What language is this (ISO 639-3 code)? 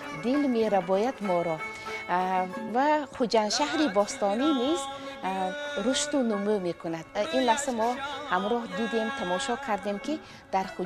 tgk